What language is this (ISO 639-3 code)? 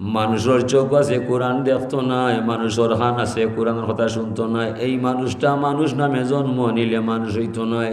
syl